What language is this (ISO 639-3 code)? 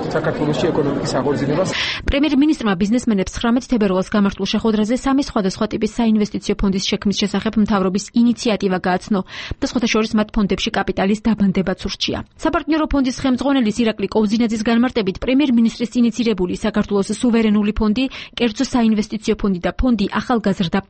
kat